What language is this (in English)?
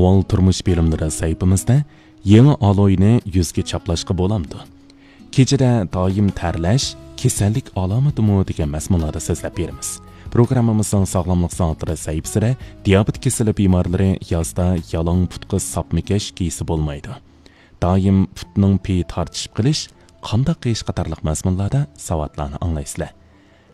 Uyghur